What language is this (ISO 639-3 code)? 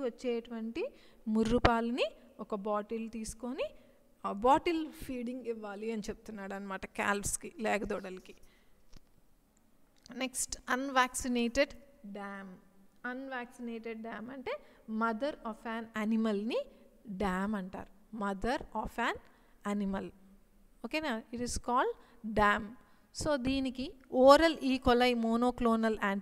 tel